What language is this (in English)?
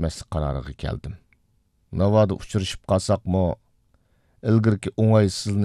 Uyghur